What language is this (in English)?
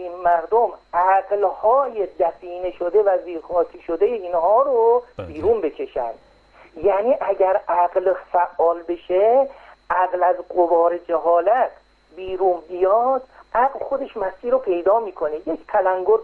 Persian